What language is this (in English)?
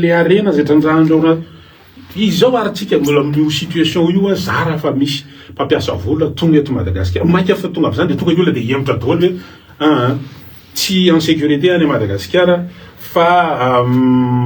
Malagasy